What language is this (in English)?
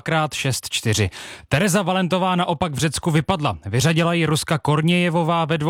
Czech